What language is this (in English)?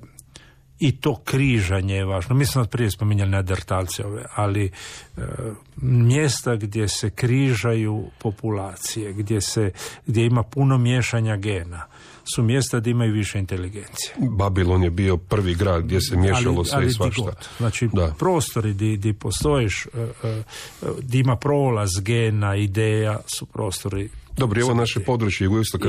Croatian